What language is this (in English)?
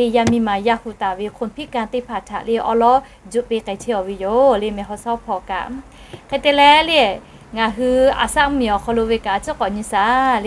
Lahu